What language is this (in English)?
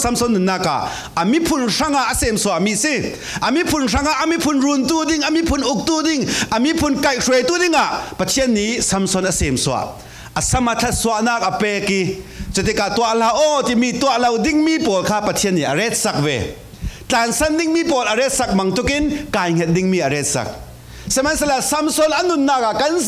Falam Chin